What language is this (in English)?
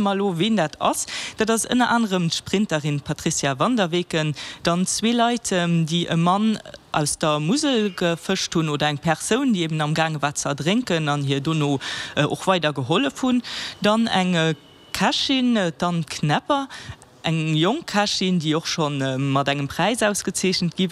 Luxembourgish